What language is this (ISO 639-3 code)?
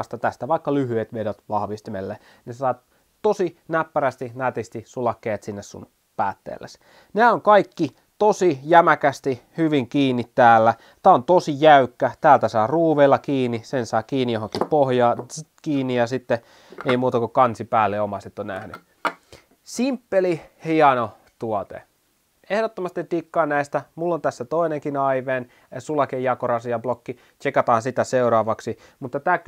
fin